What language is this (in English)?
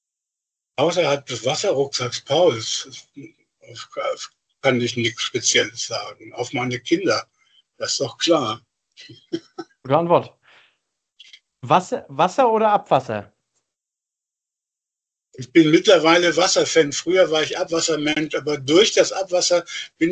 German